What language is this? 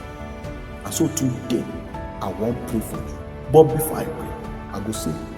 Nigerian Pidgin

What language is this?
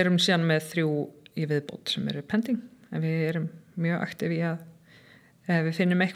Icelandic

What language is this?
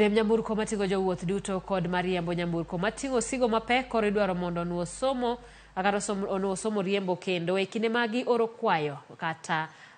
Luo (Kenya and Tanzania)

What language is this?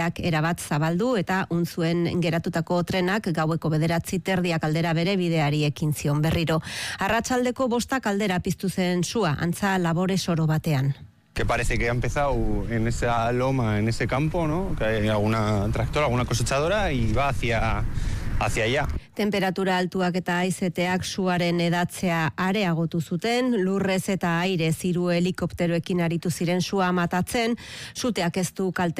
Basque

